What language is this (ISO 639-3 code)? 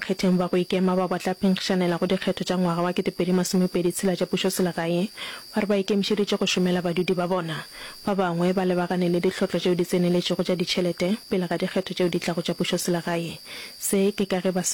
nso